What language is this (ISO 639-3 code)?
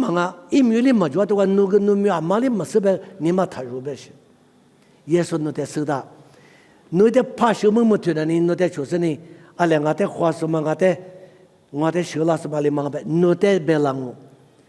lis